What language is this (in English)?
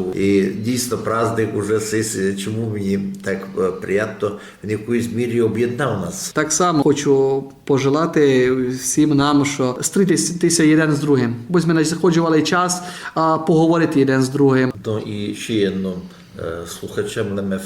Rusyn